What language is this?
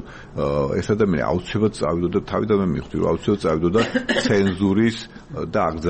Georgian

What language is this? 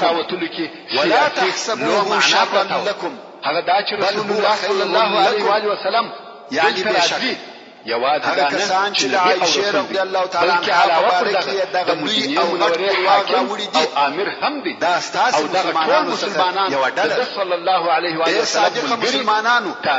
Pashto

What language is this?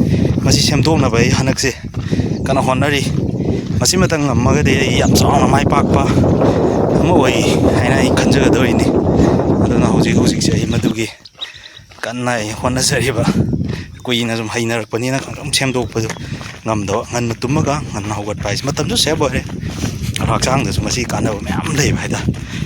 Manipuri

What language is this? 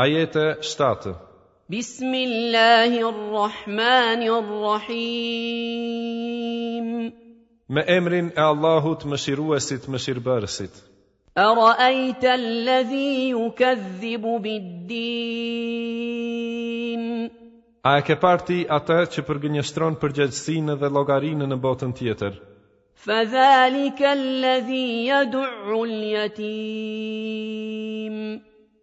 Albanian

